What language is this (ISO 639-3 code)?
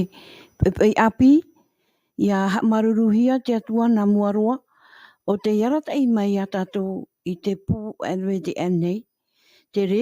tah